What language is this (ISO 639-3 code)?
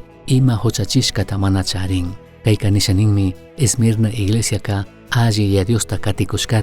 qug